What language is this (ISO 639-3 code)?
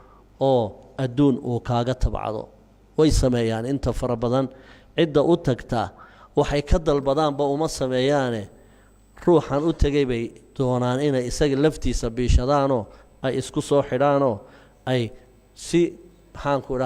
som